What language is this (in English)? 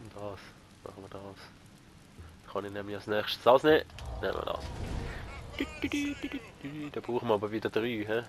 Swiss German